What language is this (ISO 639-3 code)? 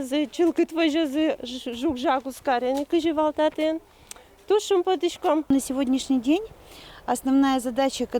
udm